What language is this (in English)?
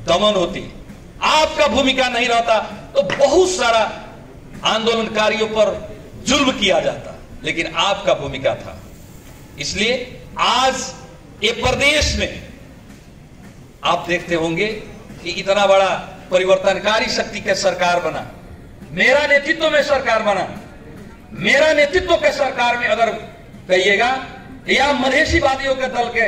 Bhojpuri